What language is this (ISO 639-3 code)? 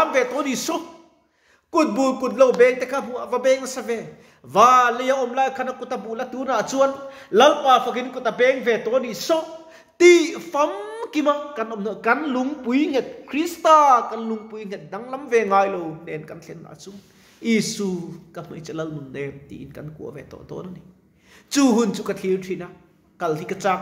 lus